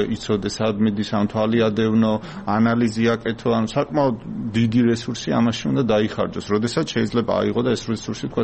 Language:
Georgian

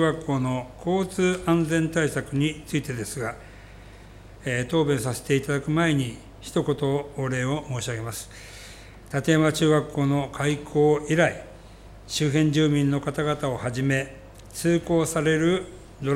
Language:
Japanese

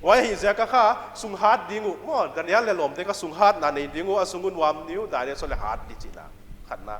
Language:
Paite Chin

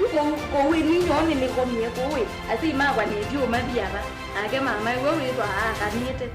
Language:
Kamba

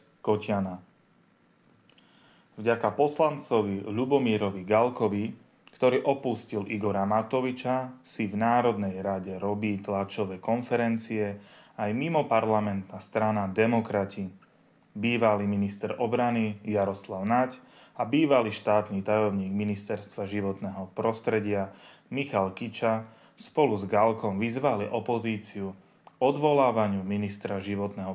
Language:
Slovak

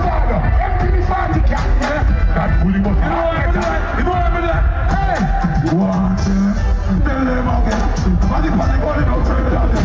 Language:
Jamaican Creole English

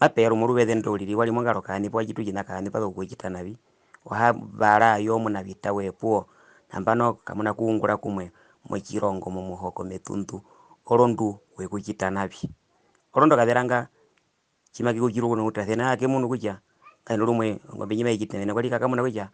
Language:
Herero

